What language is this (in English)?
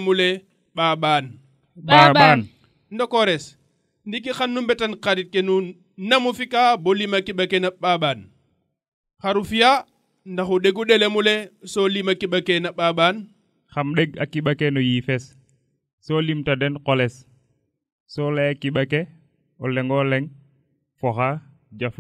Serer